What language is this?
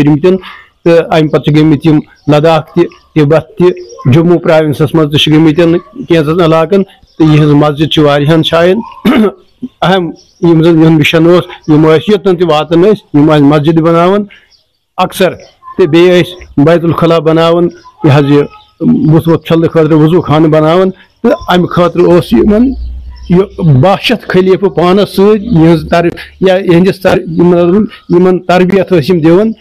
Kashmiri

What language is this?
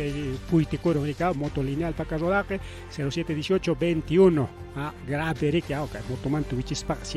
Ayacucho Quechua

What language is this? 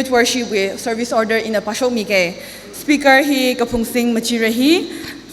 Tangkhul Naga (India)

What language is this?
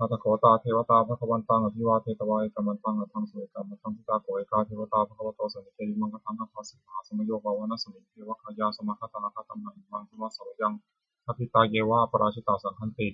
Pali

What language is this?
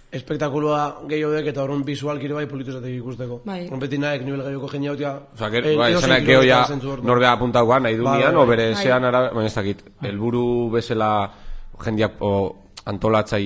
Basque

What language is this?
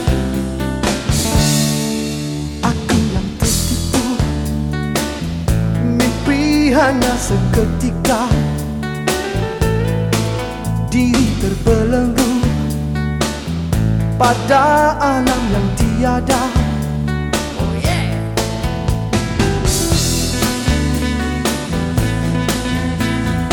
Malay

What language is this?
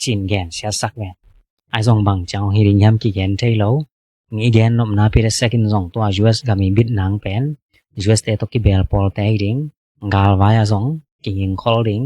Tedim Chin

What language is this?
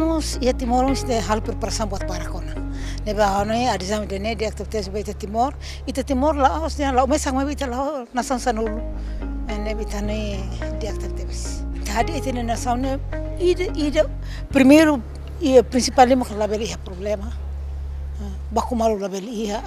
Tetum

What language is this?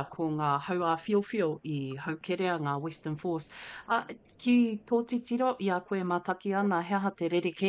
Māori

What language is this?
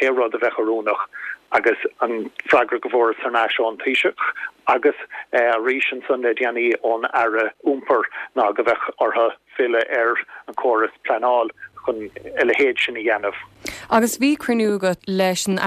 Irish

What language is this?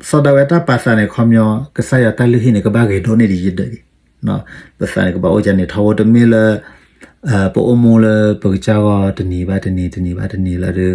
S'gaw Karen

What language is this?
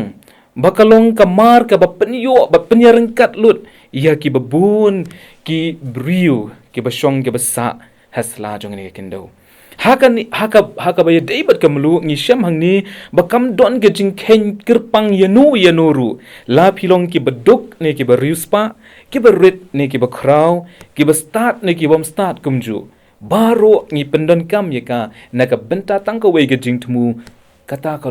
Khasi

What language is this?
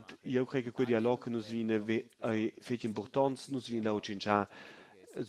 Romansh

